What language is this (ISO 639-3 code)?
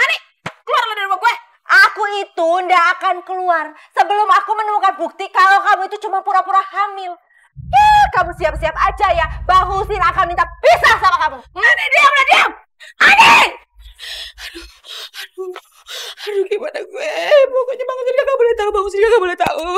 bew